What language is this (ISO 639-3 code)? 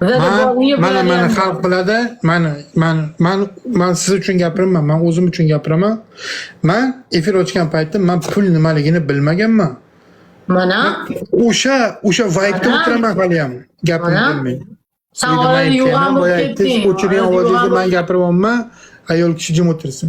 uzb